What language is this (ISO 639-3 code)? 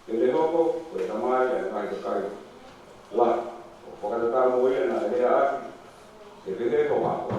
ton